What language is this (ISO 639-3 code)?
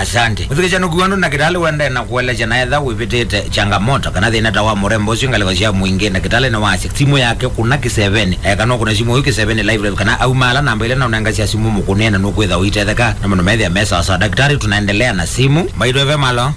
kam